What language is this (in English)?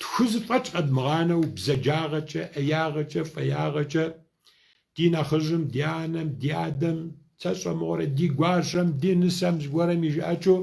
Kabardian